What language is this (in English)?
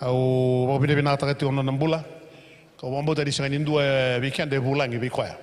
Fijian